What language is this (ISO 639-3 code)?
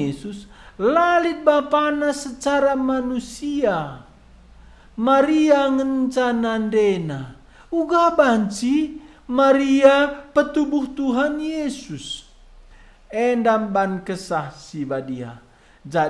btx